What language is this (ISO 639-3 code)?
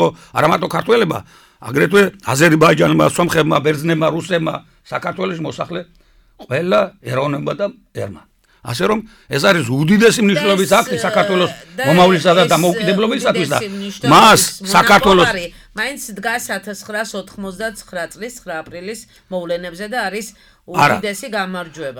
kat